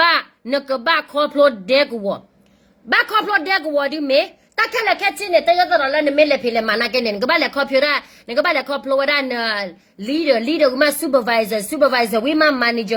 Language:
S'gaw Karen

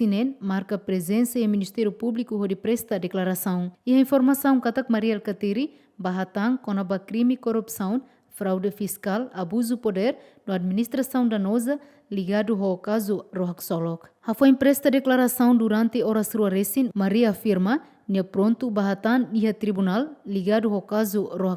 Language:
Tetum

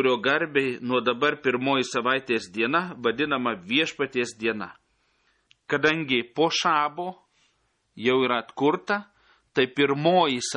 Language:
Lithuanian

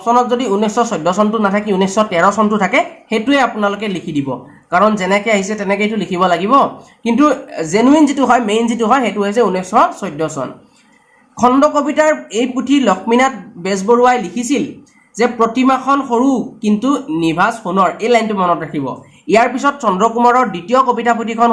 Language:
Assamese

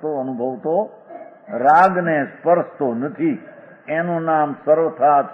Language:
Gujarati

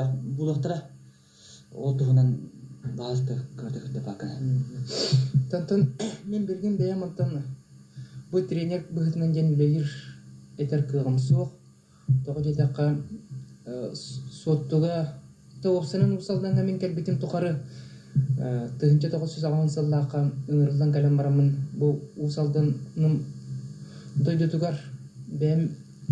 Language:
Yakut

